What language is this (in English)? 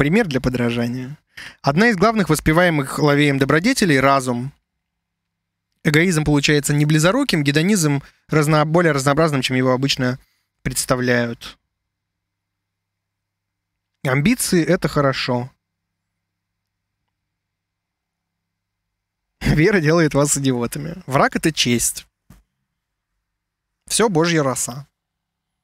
Russian